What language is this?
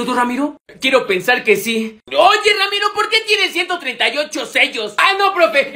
Spanish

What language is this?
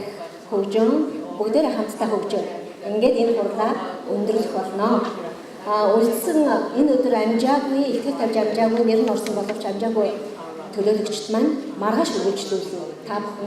Mongolian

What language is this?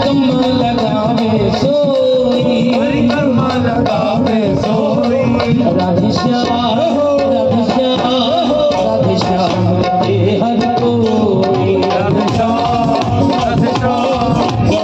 Hindi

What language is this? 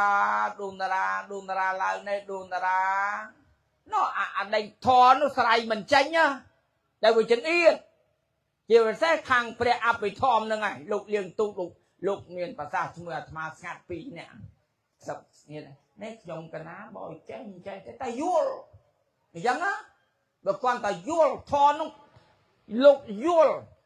Khmer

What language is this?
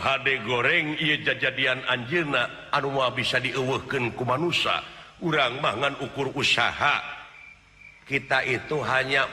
Sundanese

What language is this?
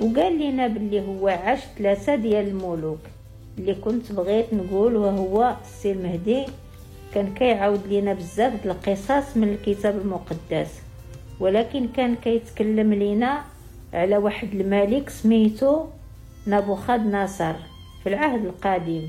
Moroccan Arabic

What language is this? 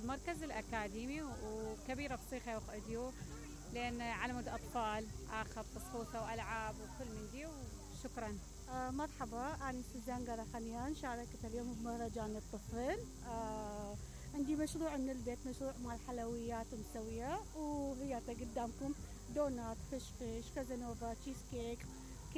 Mesopotamian Arabic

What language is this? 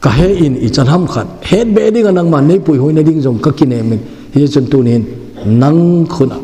Thado Chin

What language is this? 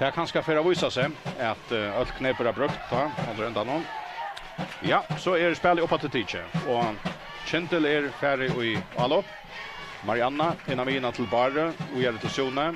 Faroese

